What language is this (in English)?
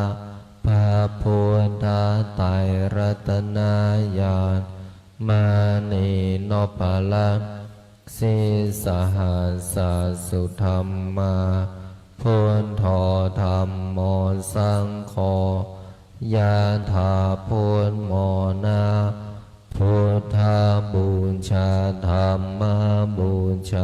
Pali